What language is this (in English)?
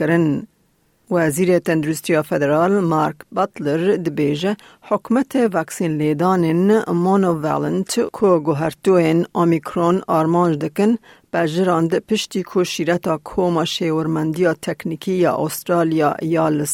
Kurdish